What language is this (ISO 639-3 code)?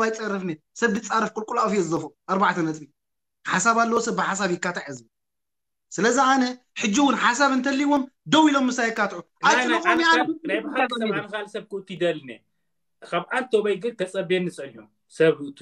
tir